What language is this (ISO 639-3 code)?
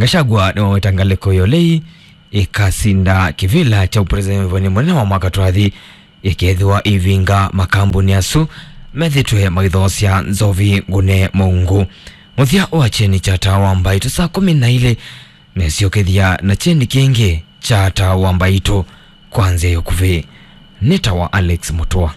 kam